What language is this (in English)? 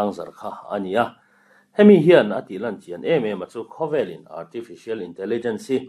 Mizo